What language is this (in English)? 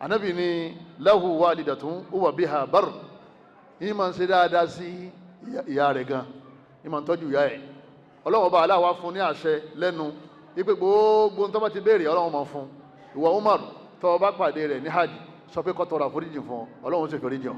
Yoruba